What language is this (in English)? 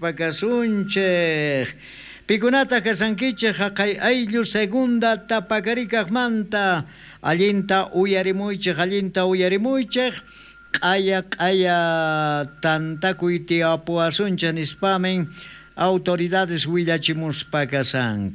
South Bolivian Quechua